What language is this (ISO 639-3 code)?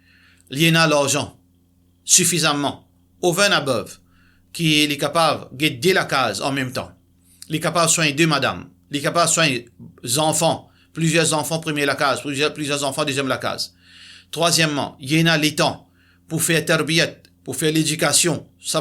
mfe